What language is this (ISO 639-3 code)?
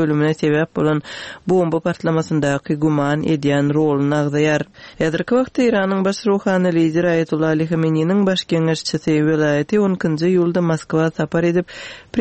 tuk